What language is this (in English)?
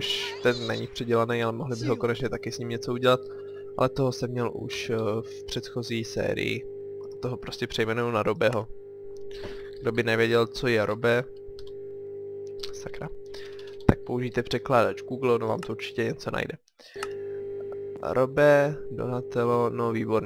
Czech